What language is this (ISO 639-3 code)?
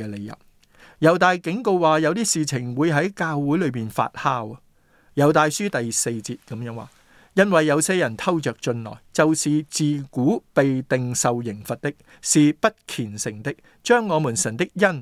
yue